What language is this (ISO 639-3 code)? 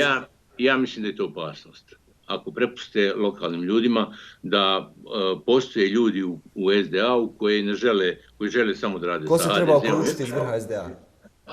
bos